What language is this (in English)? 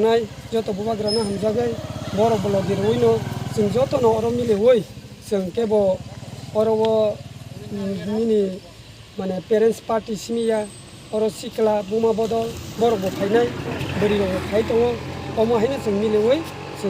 Kok Borok